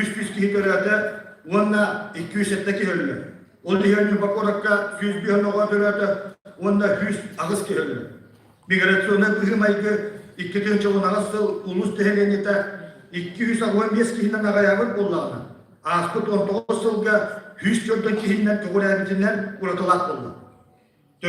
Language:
Yakut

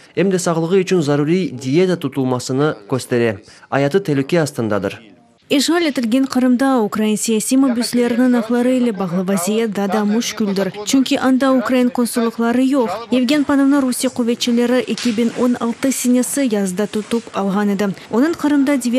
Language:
Crimean Tatar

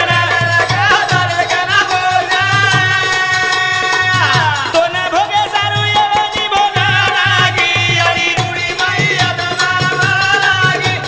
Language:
Lambadi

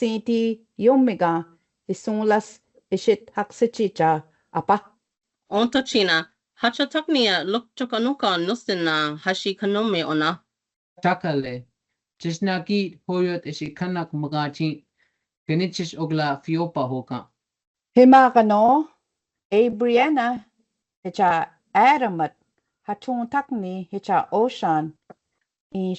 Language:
Choctaw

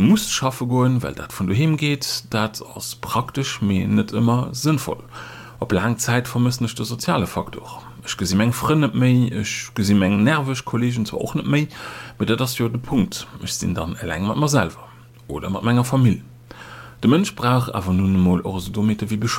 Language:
Luxembourgish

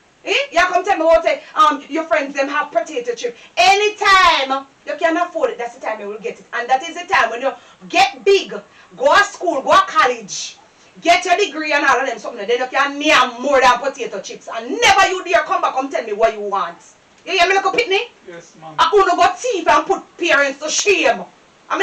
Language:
Jamaican Creole English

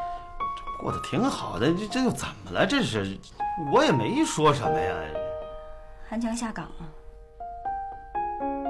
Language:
Chinese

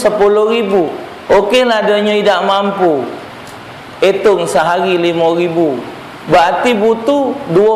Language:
Musi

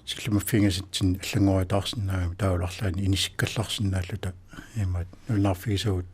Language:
Kalaallisut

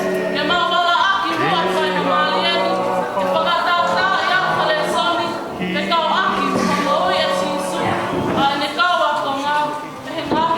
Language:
Tongan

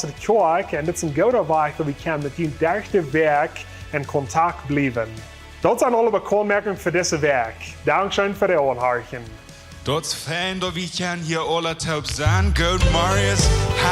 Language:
Plautdietsch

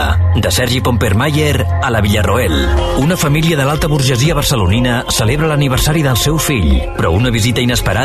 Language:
Catalan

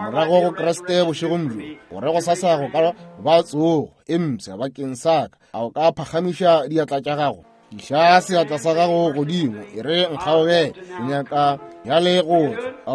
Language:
Northern Sotho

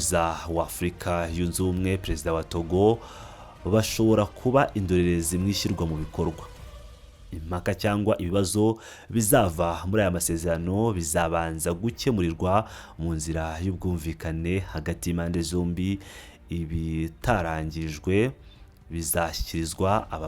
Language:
Kinyarwanda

